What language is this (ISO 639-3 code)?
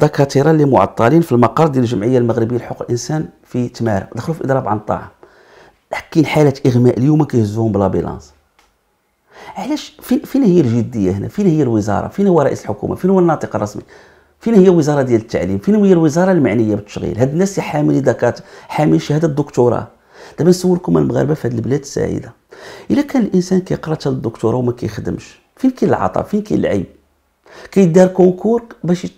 ary